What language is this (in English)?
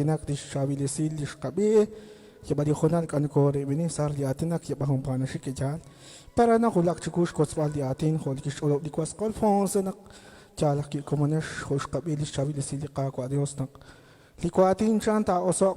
Kekchí